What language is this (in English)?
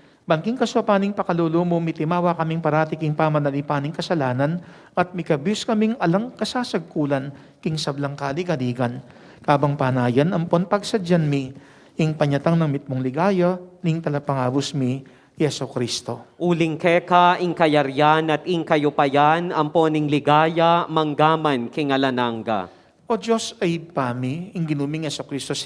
Pampanga